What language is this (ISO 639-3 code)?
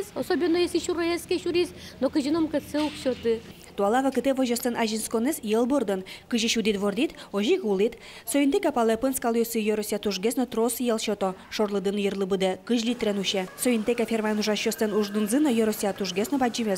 udm